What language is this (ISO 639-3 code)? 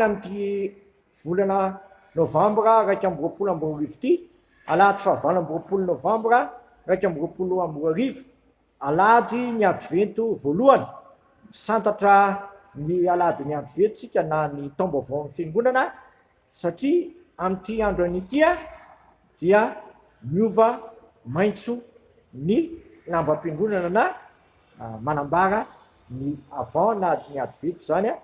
mlg